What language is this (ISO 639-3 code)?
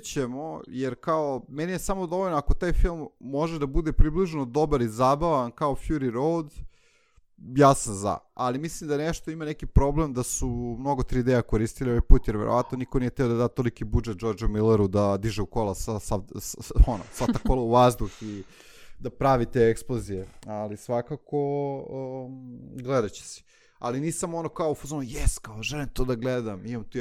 srp